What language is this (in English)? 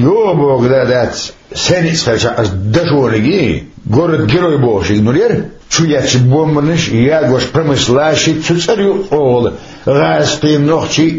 Chechen